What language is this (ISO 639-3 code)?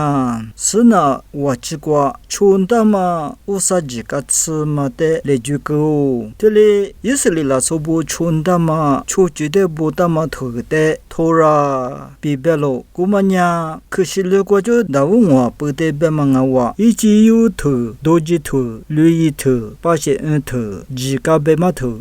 lis